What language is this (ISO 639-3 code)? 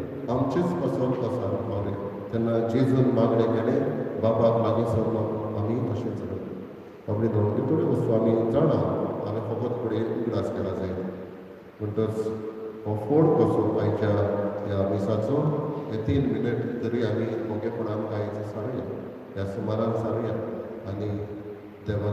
kok